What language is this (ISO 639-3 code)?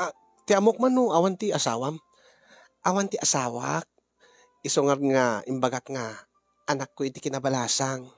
ilo